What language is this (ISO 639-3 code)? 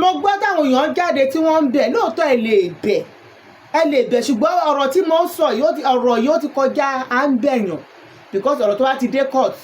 yor